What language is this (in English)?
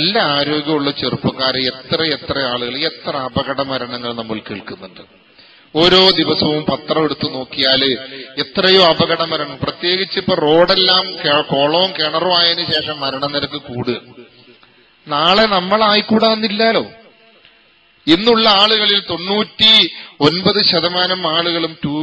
Malayalam